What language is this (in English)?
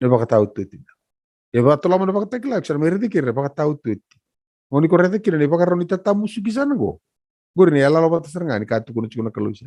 Fijian